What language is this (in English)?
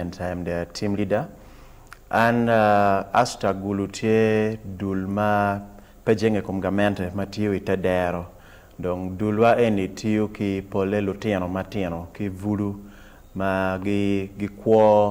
Acoli